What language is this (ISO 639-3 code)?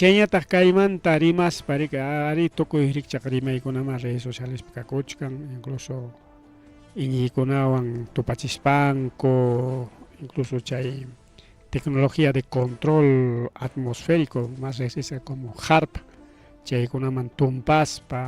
quy